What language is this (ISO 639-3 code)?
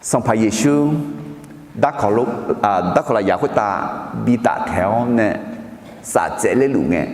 ahk